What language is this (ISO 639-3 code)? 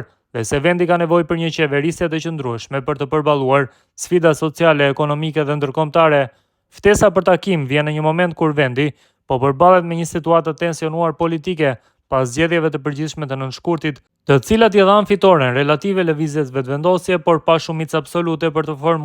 sqi